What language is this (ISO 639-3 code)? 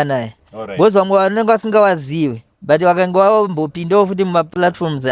sna